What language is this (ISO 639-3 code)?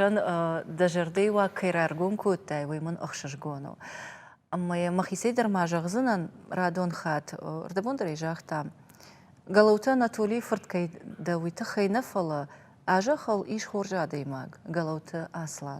oss